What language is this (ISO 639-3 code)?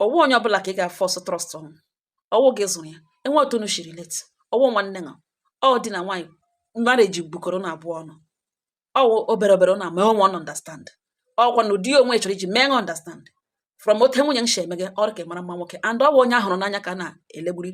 ibo